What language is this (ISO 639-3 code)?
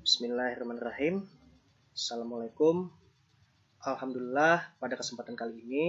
bjn